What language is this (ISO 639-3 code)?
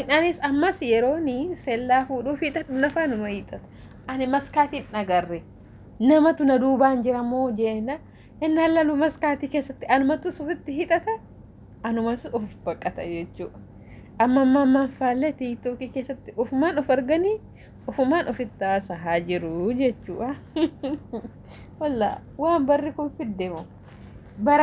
orm